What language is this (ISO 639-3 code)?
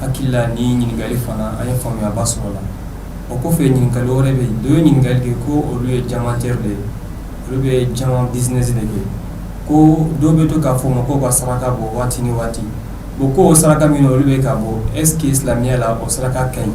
bam